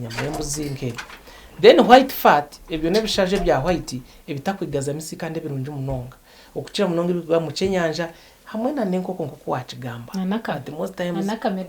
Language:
Nyankole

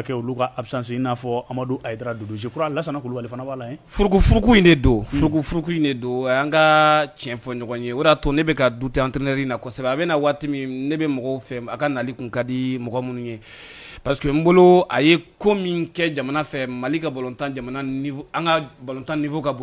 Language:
Bambara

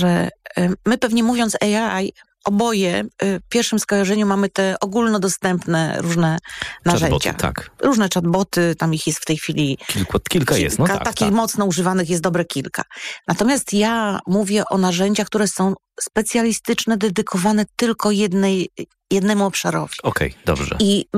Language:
Polish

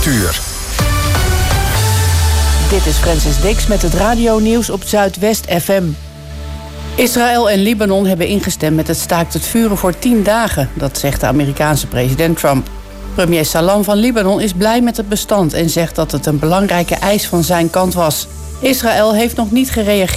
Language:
Dutch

